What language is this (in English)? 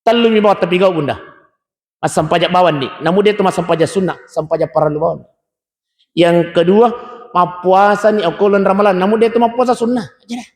Buginese